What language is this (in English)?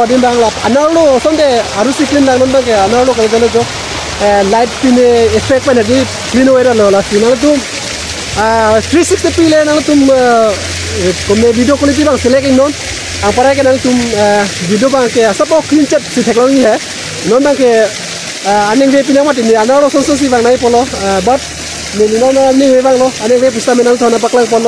Karbi